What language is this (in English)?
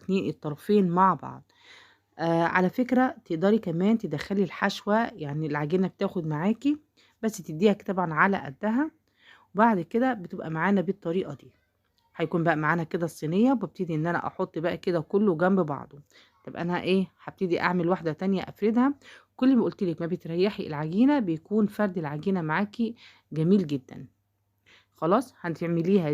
Egyptian Arabic